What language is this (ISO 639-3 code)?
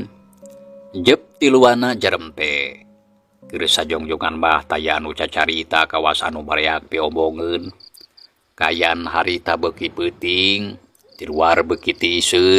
sun